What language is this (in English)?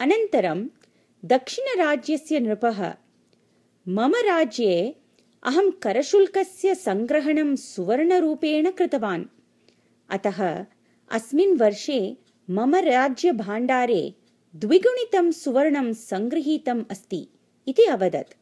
Sanskrit